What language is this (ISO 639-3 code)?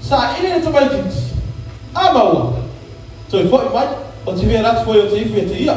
smo